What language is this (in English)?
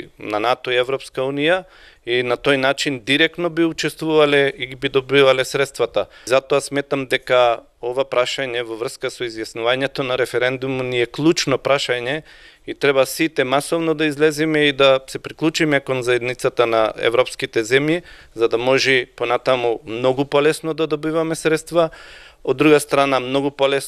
Macedonian